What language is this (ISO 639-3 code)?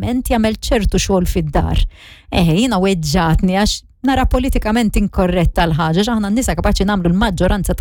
mlt